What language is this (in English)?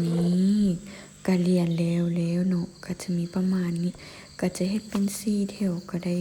Lao